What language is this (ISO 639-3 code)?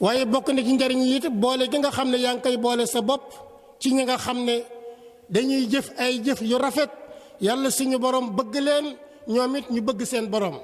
wol